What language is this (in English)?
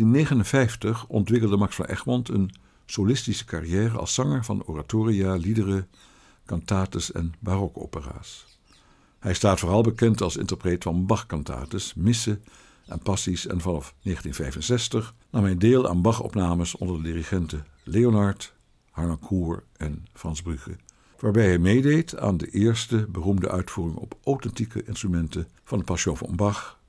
Dutch